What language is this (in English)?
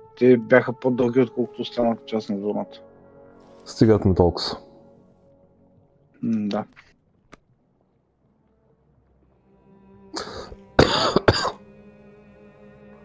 Bulgarian